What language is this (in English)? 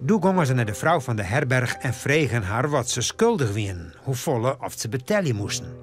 Western Frisian